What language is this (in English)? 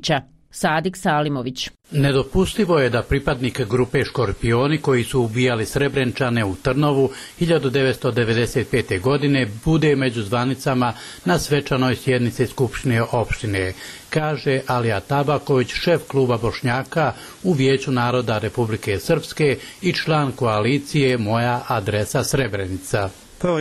Bosnian